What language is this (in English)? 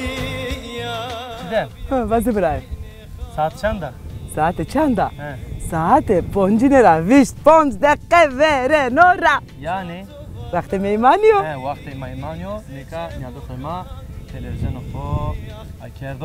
Zaza